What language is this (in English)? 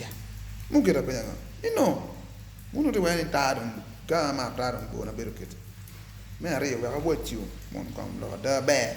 Acoli